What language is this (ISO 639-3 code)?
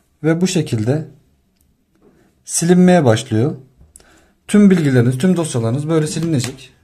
tur